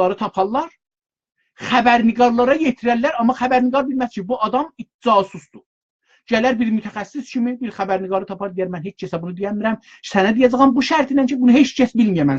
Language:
South Azerbaijani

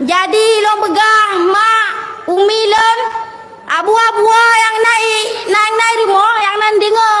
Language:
Achinese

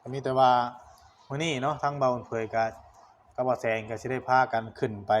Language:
Northeastern Thai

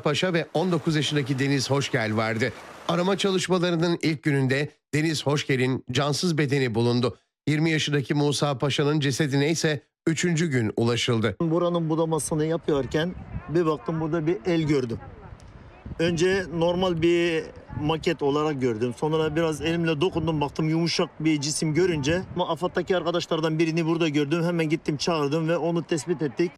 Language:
Turkish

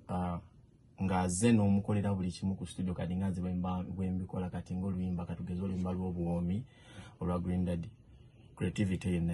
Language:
Ganda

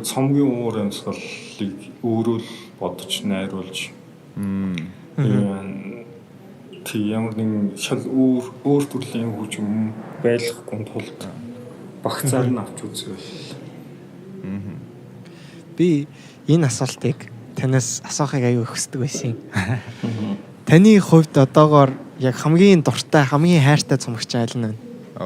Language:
Mongolian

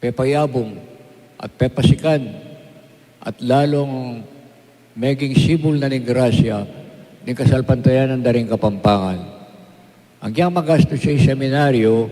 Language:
Pampanga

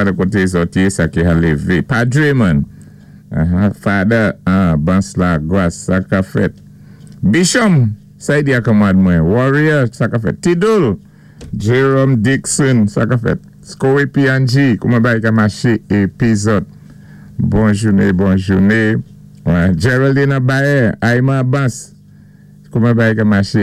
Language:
Saint Lucian Creole French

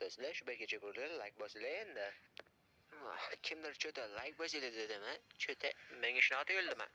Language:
Uzbek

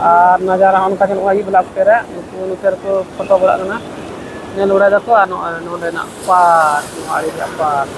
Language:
Santali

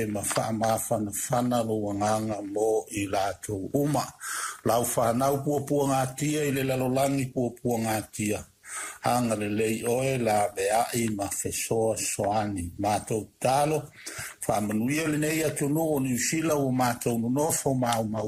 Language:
Samoan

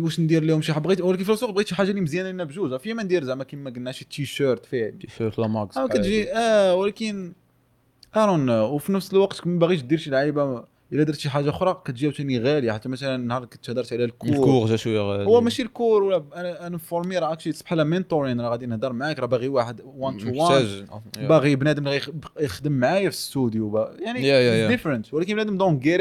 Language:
Moroccan Arabic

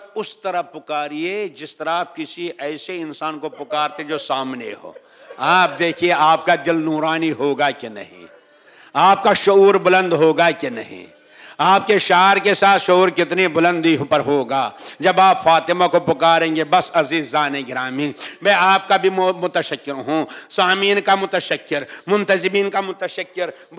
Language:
Urdu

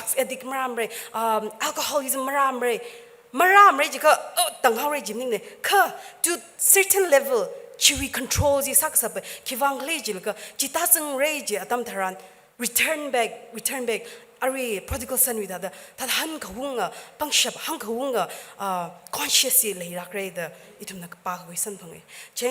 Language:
Tangkhul Naga (India)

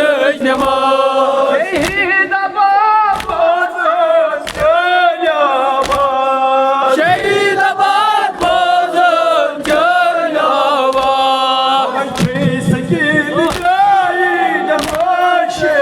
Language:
Kashmiri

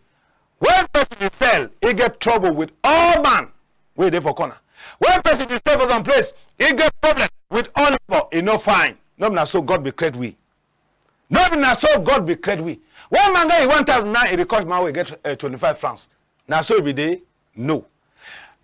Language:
Cameroon Pidgin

